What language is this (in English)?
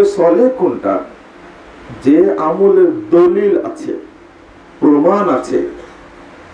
Bangla